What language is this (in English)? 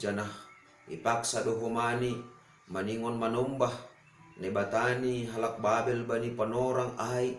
Batak Simalungun